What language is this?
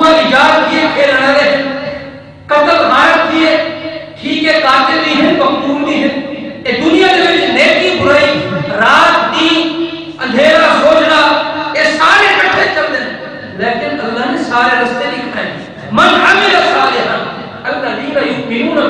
Saraiki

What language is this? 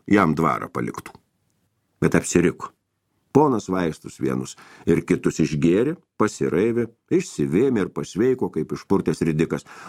Lithuanian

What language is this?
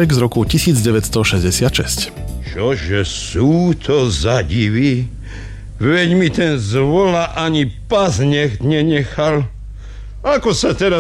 Slovak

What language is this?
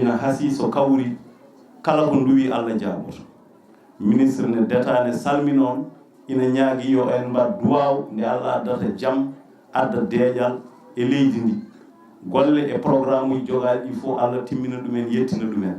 Fula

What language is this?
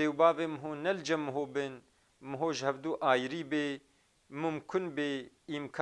Kurdish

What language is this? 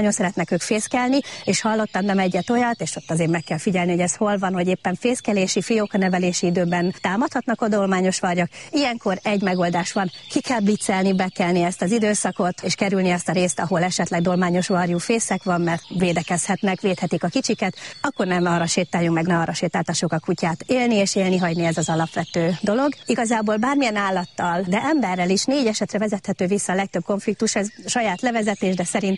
Hungarian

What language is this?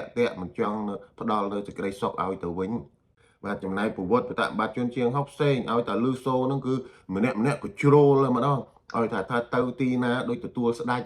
Khmer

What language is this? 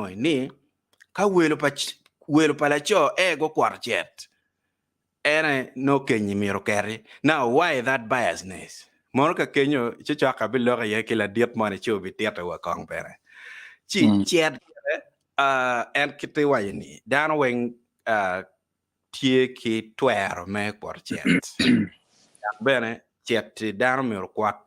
Acoli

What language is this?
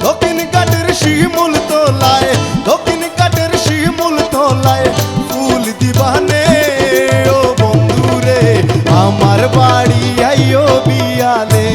Sylheti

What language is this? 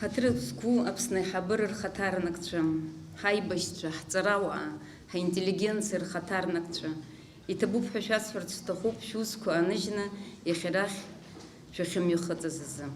Abkhazian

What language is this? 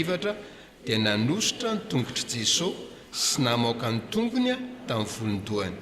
Malagasy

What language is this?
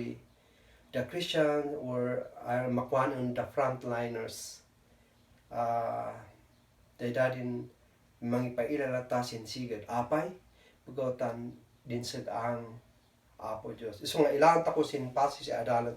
Kankanaey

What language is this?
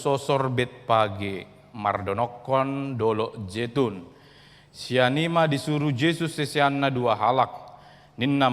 Batak Toba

